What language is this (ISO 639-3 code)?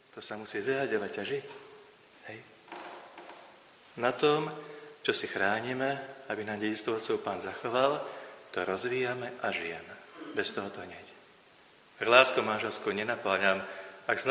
slk